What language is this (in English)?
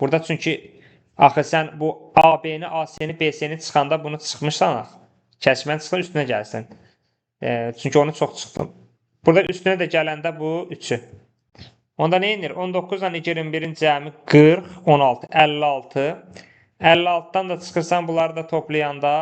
Azerbaijani